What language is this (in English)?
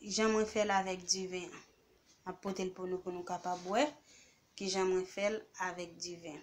Haitian Creole